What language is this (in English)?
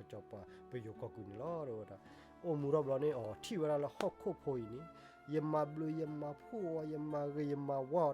S'gaw Karen